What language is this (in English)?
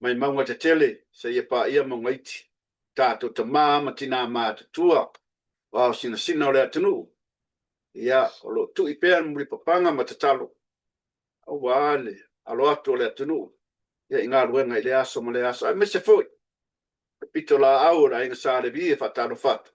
Samoan